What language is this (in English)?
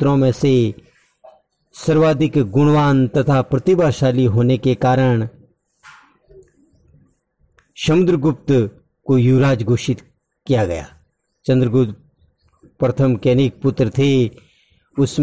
Hindi